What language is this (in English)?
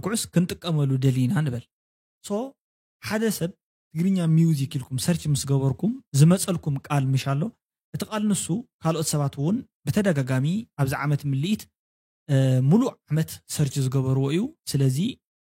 Tigrinya